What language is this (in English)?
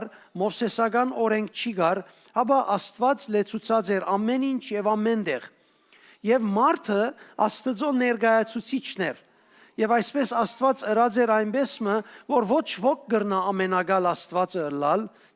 Western Armenian